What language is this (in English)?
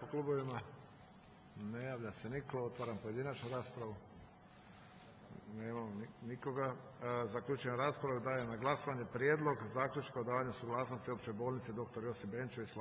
Croatian